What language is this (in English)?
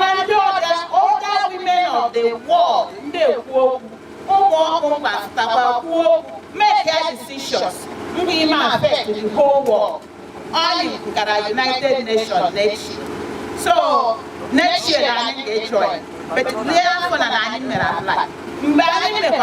Igbo